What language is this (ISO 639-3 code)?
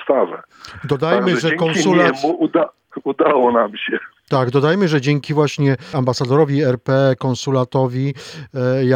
pol